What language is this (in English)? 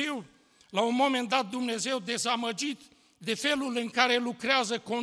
Romanian